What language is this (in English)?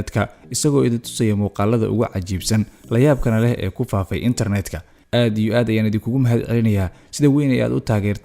Somali